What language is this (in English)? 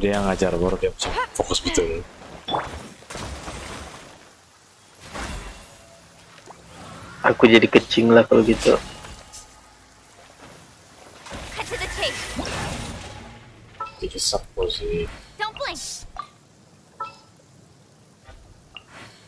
Malay